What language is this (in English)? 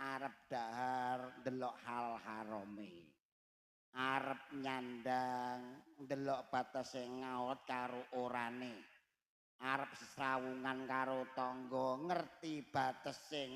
Javanese